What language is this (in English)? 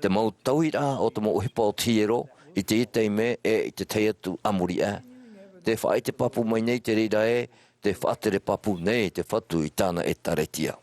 Tahitian